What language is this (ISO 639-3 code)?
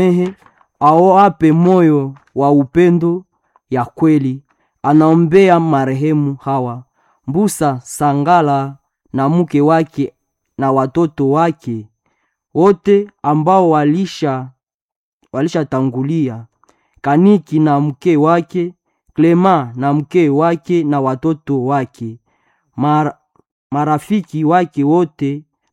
swa